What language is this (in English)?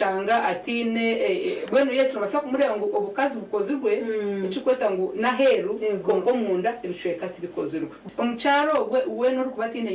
Nyankole